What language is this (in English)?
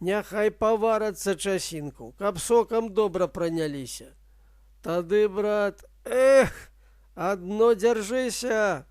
Belarusian